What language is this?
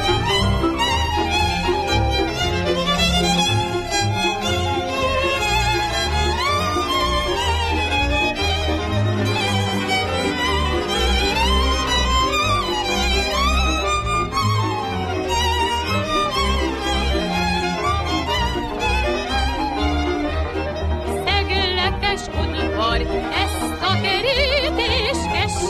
Hungarian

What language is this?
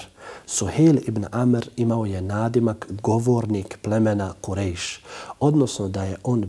Bosnian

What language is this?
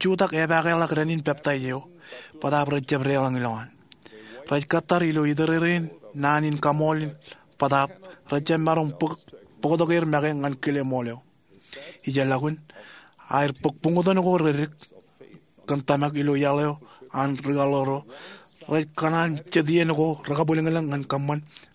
Marshallese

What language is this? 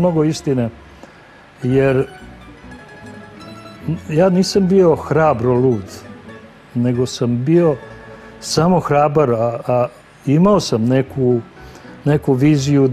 Serbian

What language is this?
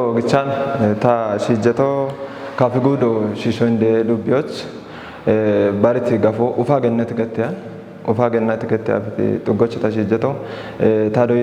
Kafa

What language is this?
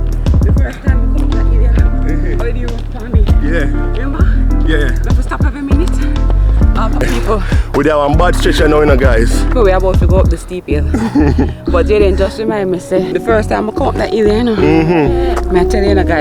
Jamaican Creole English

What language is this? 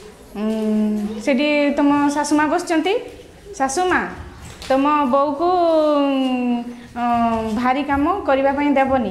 Odia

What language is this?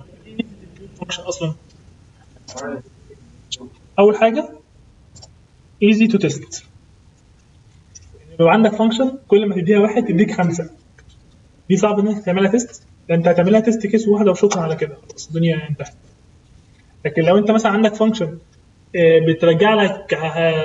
Egyptian Arabic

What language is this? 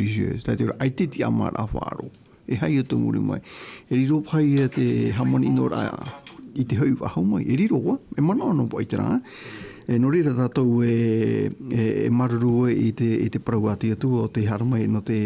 Tahitian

